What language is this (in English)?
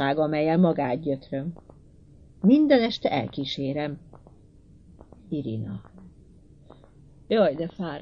Hungarian